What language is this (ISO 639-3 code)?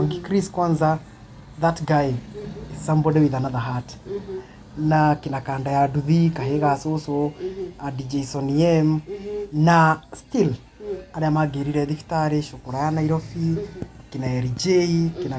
kik